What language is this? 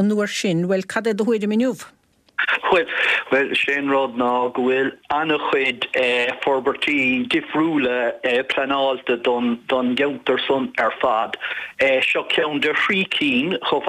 Irish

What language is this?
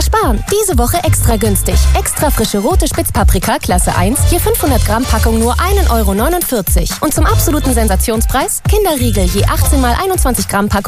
German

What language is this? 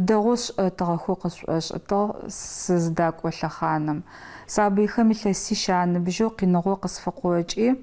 Adyghe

